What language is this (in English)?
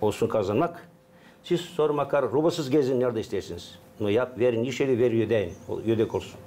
Gagauz